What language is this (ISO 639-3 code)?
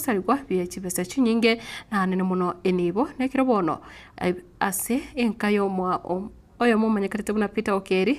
guz